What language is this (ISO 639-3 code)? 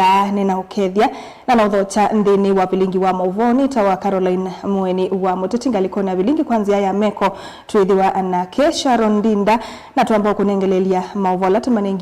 kam